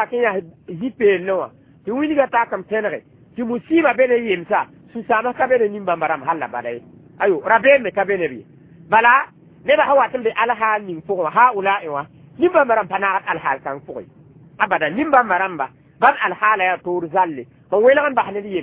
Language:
Mossi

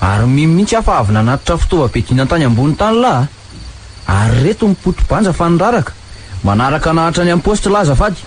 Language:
Malagasy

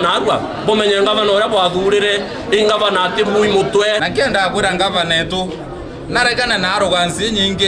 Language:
Meru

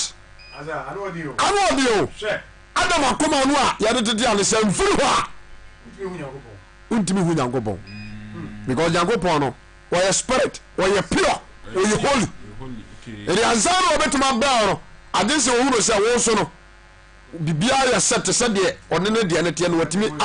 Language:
Akan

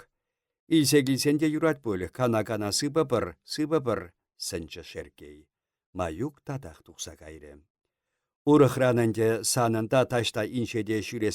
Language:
Chuvash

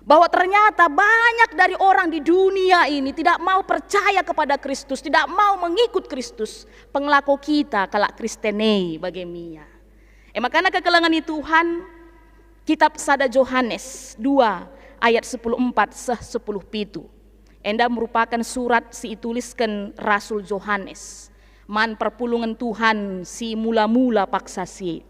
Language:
Batak Karo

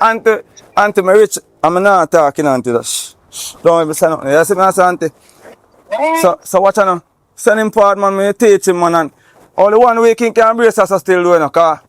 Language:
Jamaican Creole English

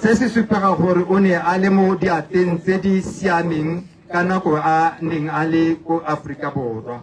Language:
Tswana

